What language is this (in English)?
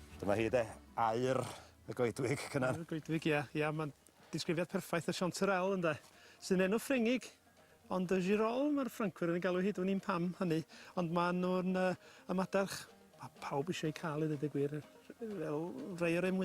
Welsh